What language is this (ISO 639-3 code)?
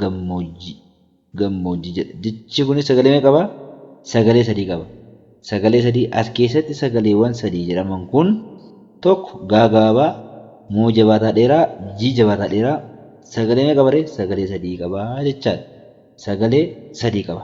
orm